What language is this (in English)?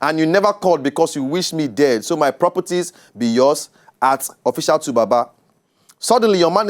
Nigerian Pidgin